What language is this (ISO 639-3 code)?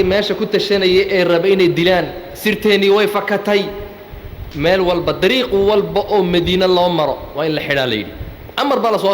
som